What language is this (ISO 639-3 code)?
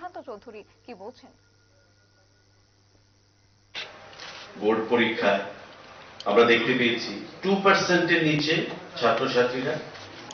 ben